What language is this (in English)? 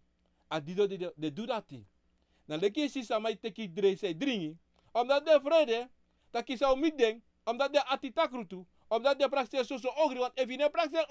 Sranan Tongo